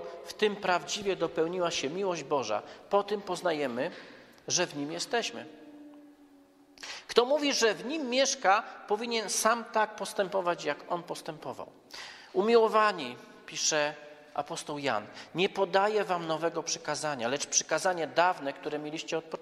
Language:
Polish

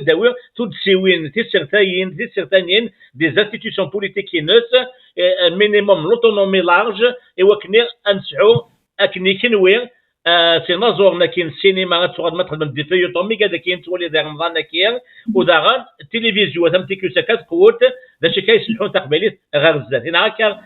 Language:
Kabyle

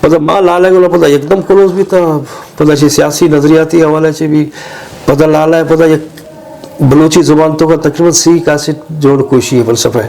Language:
Eastern Balochi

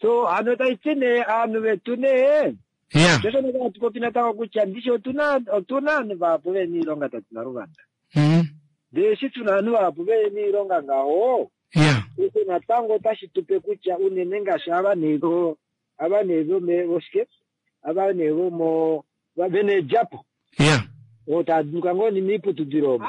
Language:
Kuanyama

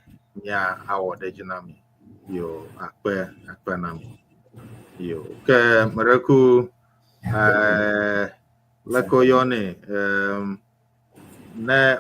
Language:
Ewe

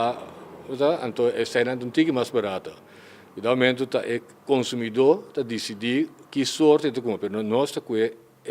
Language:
Papiamento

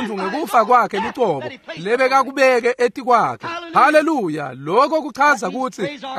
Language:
Swati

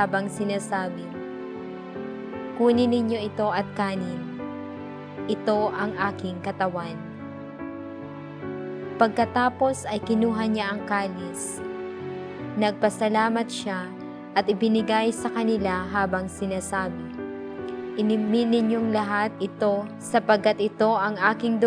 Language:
Filipino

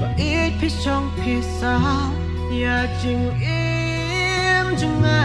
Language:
Khasi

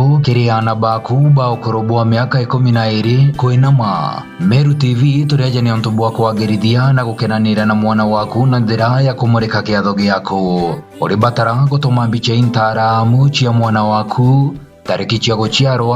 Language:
Meru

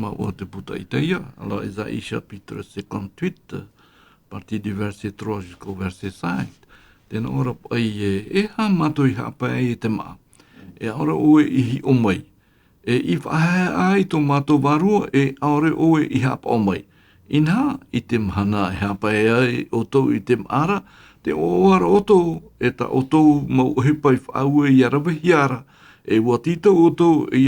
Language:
Tahitian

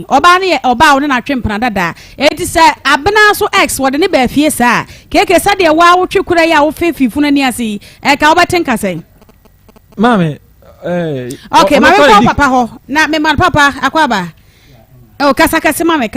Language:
Akan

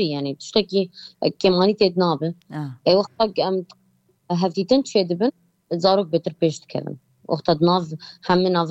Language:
Kurdish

